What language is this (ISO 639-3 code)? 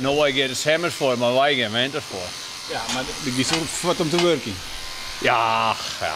fry